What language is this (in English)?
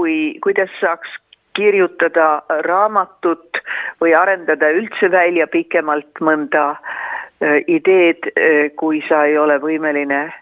Estonian